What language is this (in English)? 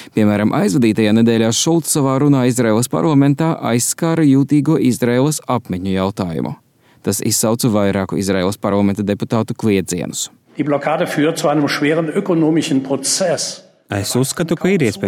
Latvian